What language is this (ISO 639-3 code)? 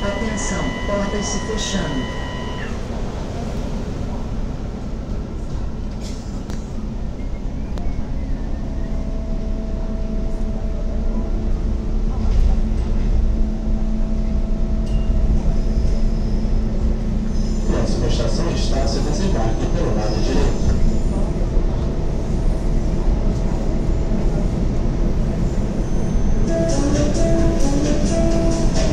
por